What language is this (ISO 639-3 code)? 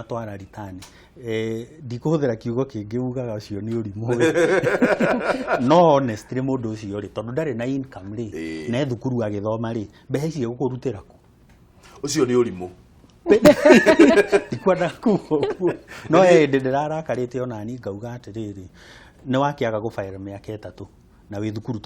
kik